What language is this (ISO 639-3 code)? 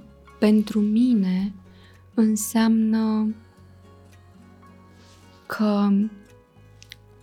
ron